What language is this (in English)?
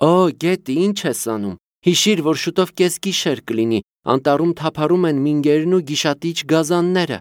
Armenian